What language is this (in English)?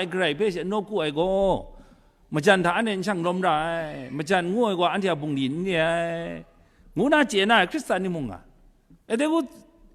Kachin